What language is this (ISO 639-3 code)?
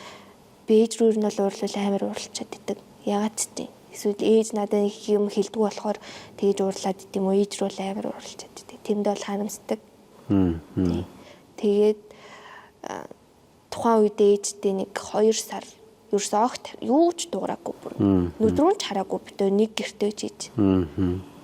mon